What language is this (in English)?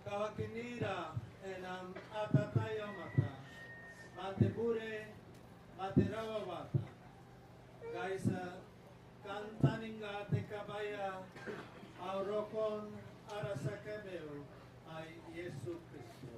Gilbertese